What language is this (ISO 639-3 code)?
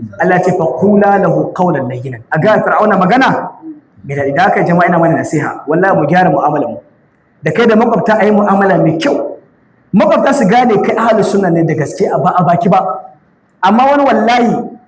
hau